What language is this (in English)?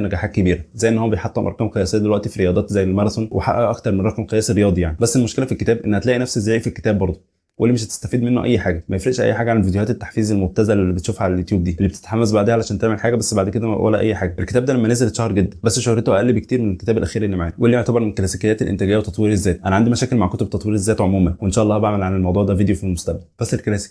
Egyptian Arabic